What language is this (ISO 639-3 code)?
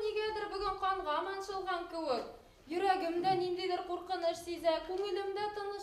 bak